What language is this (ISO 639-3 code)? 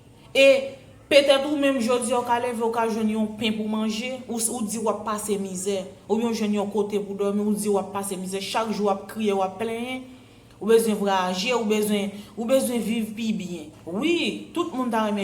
hat